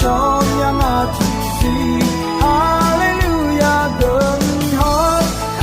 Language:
Akha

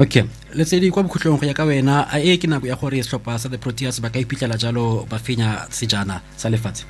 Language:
Tswana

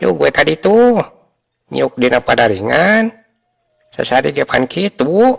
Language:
Sundanese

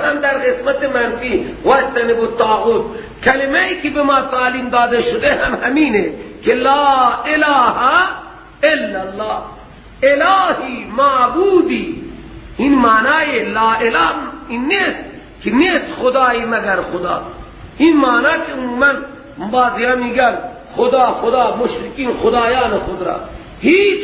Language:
Persian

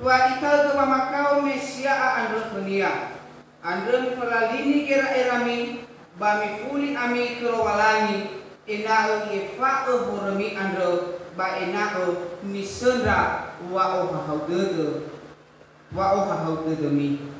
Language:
Nias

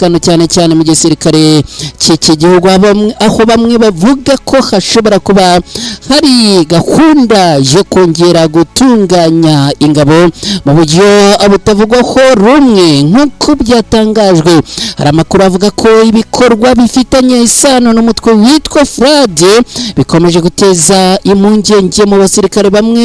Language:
Kinyarwanda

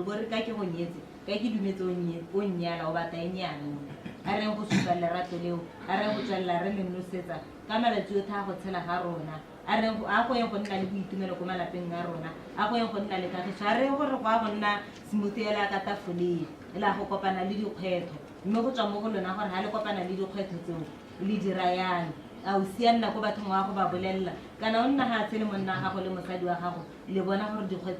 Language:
Tswana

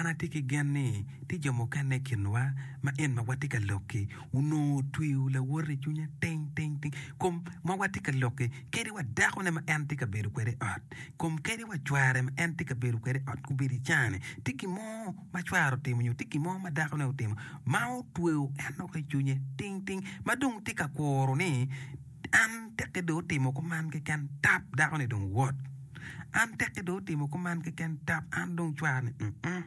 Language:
Acoli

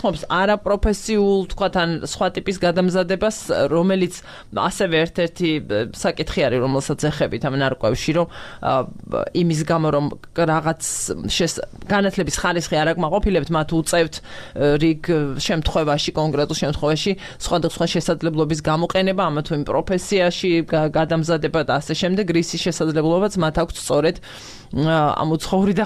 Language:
Georgian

